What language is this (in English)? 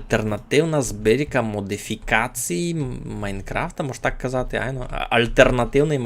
Rusyn